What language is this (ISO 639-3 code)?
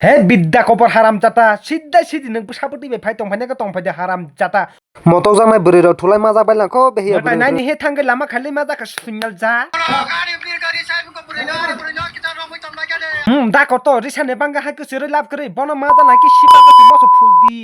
trp